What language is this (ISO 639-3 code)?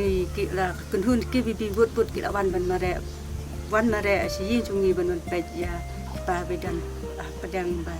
kha